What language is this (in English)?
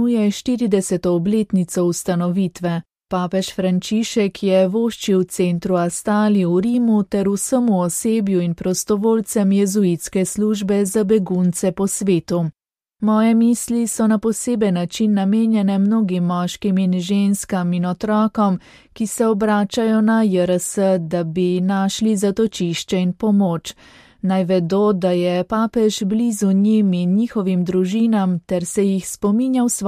Slovenian